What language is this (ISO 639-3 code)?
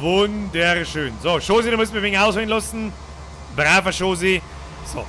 bar